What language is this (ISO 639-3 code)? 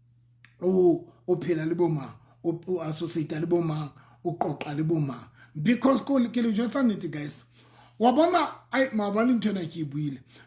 sot